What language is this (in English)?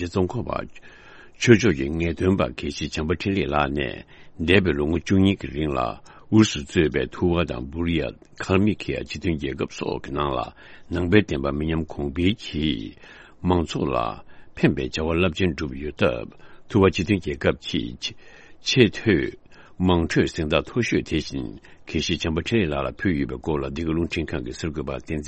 Tibetan